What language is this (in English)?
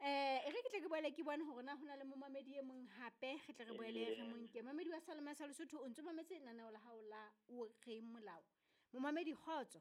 Southern Sotho